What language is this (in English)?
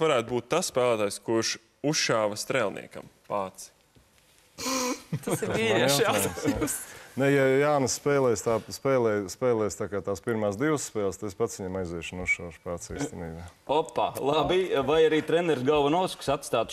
Latvian